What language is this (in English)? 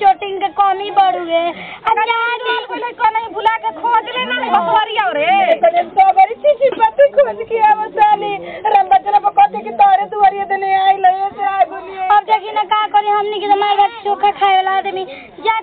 Bhojpuri